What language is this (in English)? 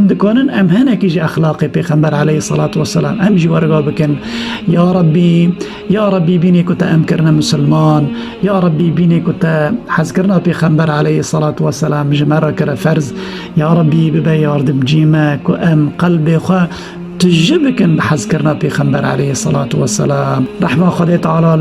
Kurdish